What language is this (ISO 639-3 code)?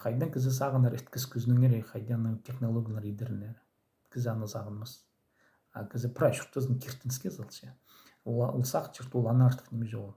kjh